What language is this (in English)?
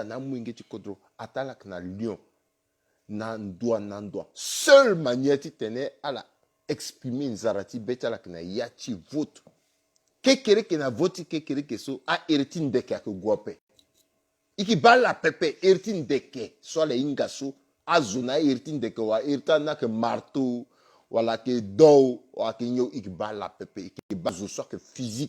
Sango